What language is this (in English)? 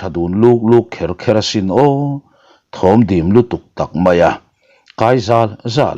Mizo